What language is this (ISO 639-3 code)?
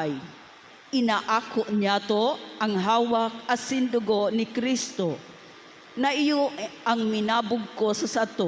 bik